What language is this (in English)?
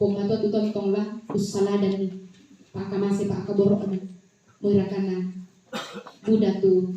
Toraja-Sa'dan